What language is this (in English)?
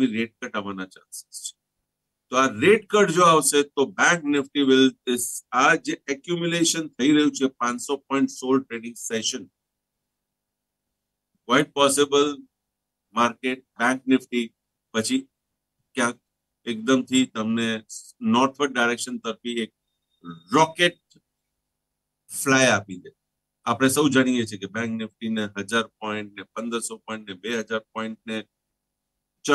Gujarati